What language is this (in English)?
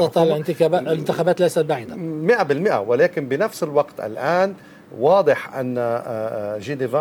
Arabic